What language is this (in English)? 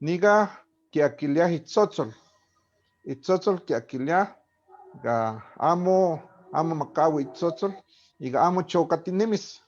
Eastern Huasteca Nahuatl